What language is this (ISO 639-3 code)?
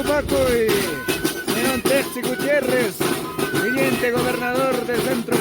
que